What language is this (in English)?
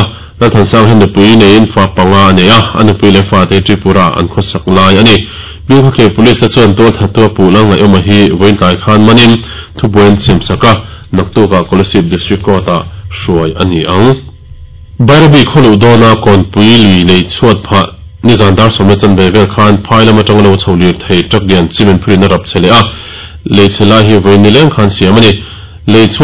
Mizo